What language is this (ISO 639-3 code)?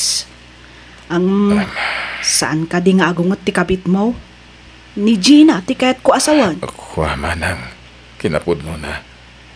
ilo